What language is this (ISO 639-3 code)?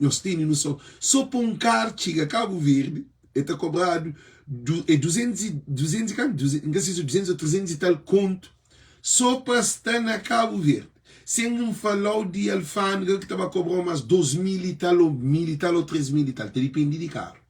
kea